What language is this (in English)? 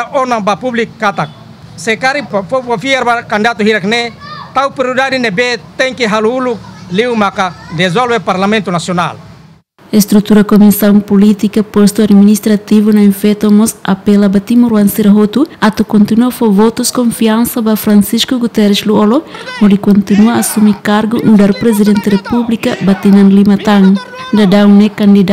Tetum